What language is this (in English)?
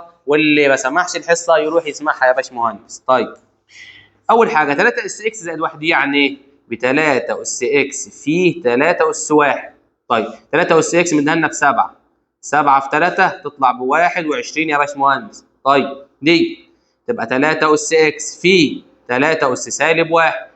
Egyptian Arabic